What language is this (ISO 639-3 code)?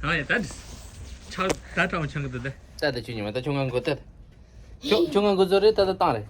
bod